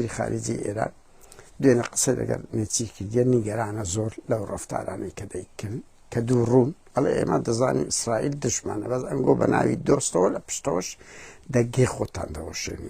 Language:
Central Kurdish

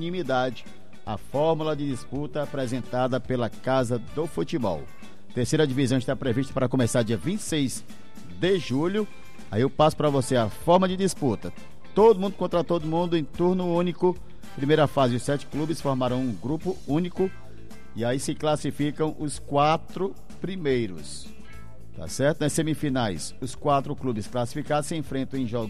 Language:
Portuguese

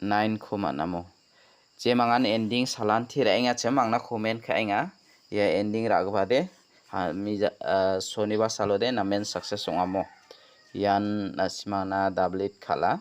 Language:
Garo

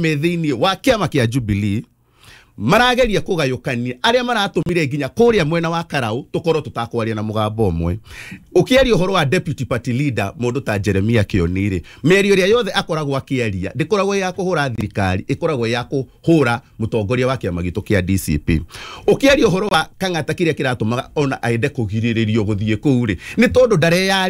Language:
Kikuyu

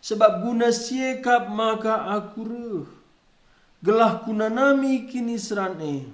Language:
Batak Karo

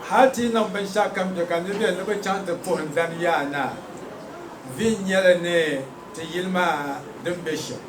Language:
Dagbani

